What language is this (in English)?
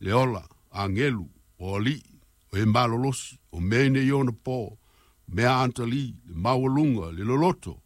Samoan